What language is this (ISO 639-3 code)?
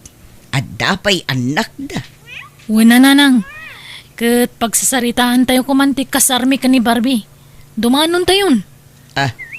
ilo